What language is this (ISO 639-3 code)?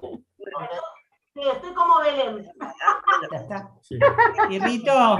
grn